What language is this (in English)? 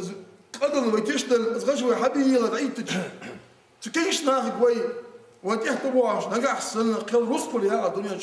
Ingush